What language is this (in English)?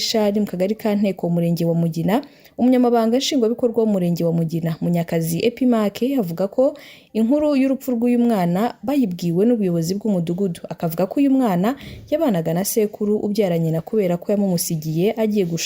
Kinyarwanda